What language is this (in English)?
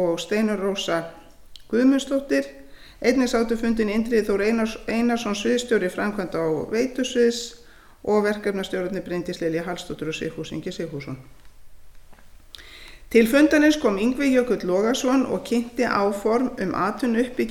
Icelandic